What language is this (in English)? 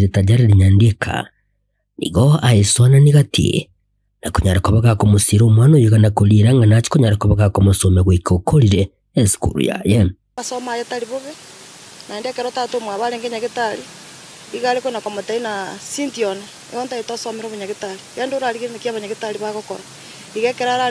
Gusii